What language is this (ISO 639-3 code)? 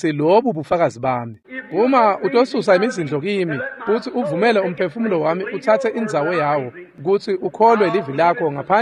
ssw